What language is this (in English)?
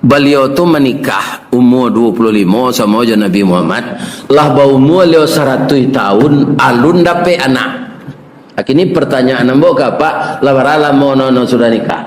Minangkabau